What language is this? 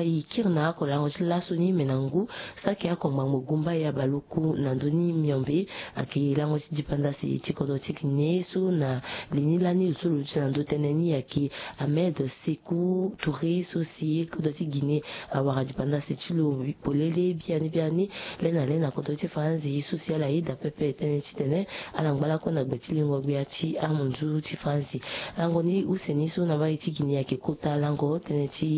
Sango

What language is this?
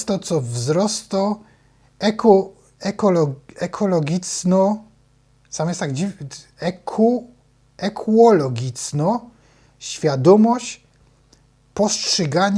Silesian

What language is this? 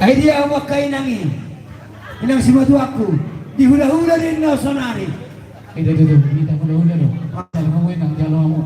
Batak Toba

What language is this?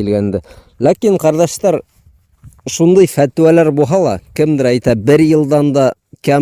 Bashkir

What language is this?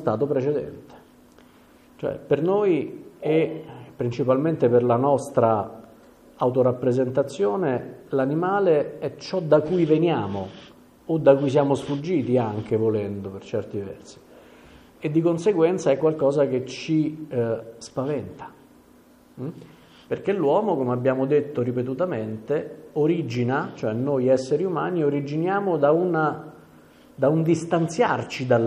Italian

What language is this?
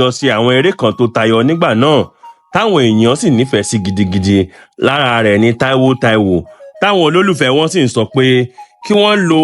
Yoruba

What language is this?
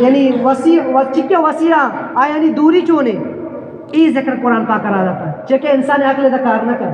Eastern Balochi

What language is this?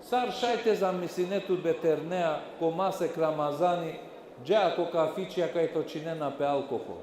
Balkan Romani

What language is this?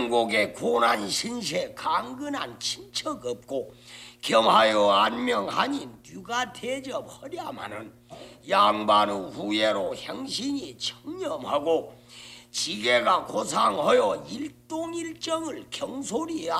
Korean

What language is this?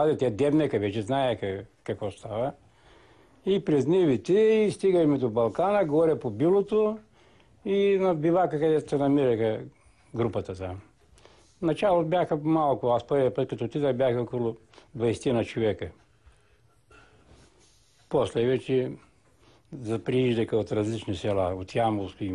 Bulgarian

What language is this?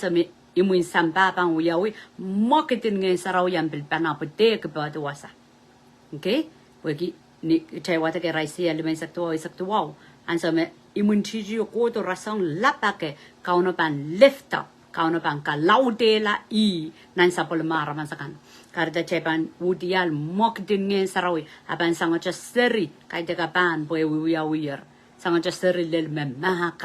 Pohnpeian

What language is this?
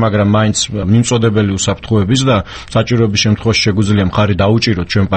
Georgian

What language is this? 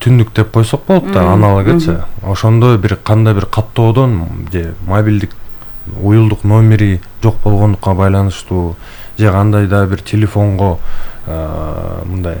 Kyrgyz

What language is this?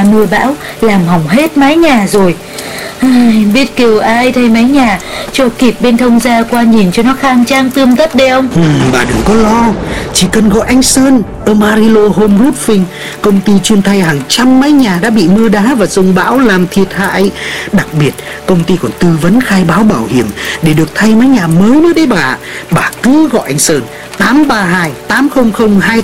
Vietnamese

